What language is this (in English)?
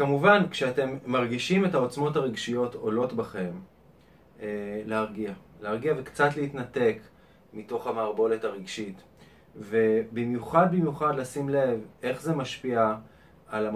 Hebrew